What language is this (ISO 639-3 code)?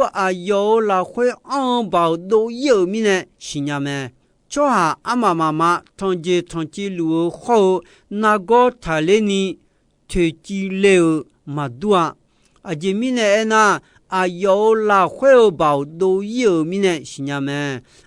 ahk